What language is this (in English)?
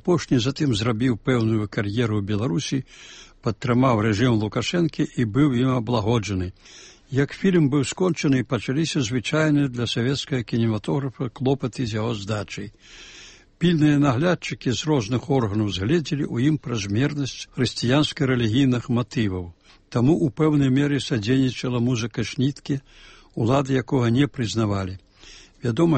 Belarusian